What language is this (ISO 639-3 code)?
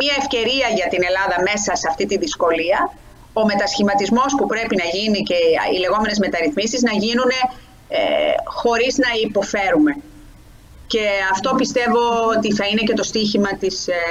ell